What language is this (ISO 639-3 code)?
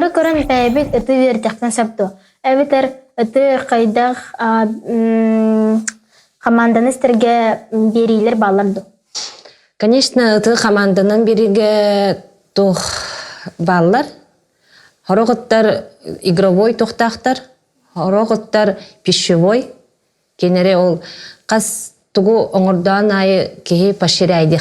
sah